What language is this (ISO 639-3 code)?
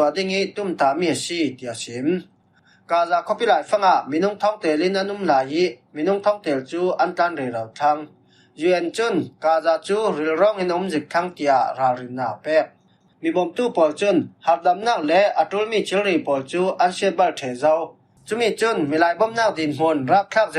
cfm